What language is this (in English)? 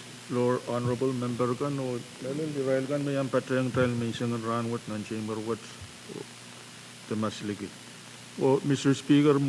Pohnpeian